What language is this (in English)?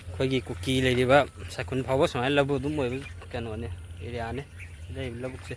Manipuri